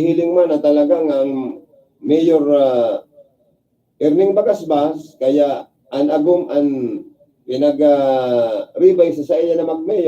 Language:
Bikol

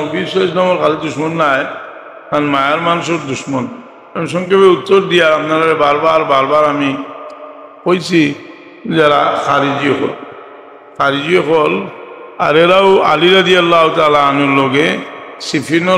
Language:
Sylheti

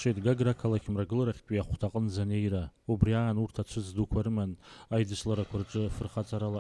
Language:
Abkhazian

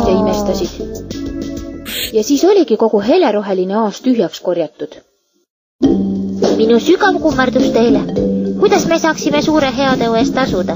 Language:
Estonian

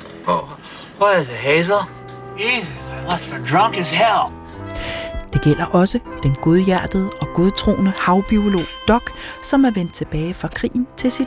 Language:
Danish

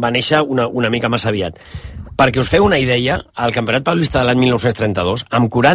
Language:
Catalan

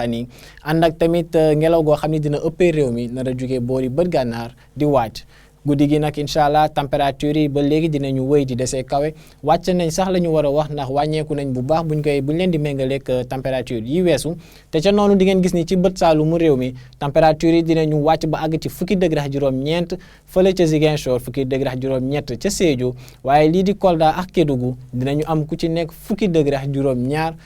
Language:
Wolof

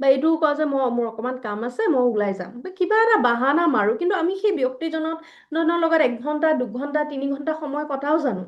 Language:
Assamese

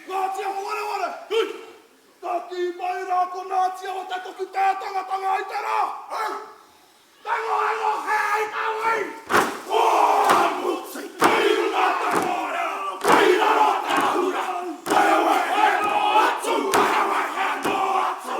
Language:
Māori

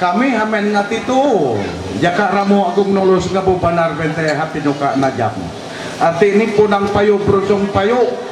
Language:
Ma'anyan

